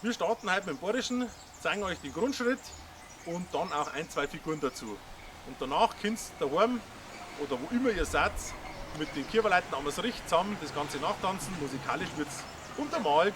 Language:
Bavarian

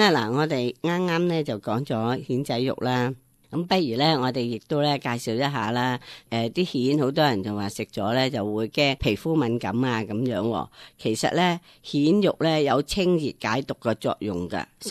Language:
Cantonese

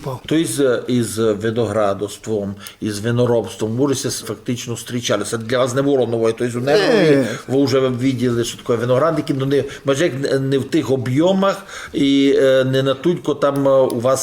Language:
Rusyn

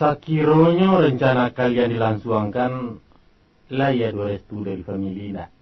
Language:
Minangkabau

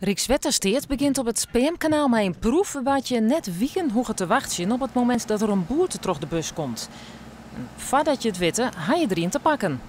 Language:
Western Frisian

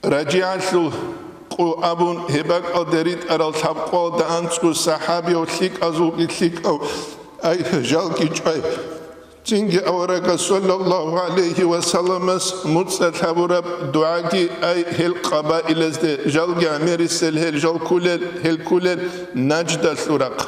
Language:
Avaric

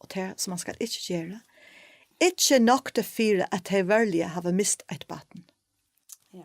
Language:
Faroese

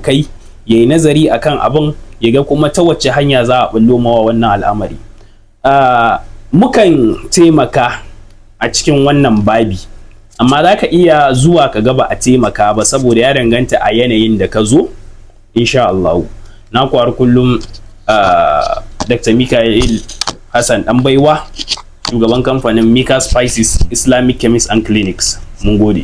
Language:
Hausa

